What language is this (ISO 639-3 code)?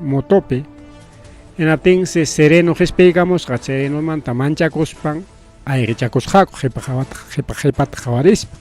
quy